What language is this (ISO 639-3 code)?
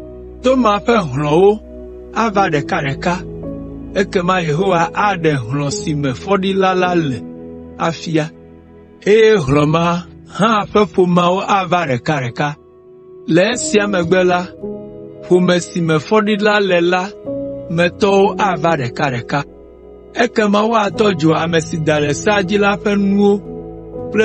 ewe